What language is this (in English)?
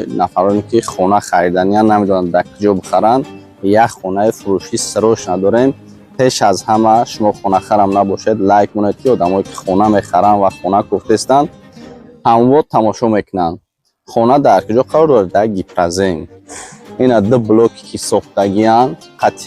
Tajik